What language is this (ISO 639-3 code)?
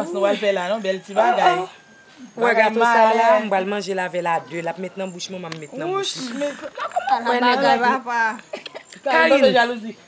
hat